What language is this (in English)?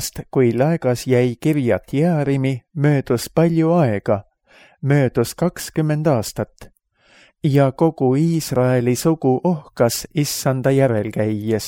Estonian